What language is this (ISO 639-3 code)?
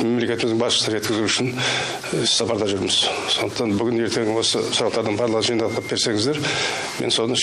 kaz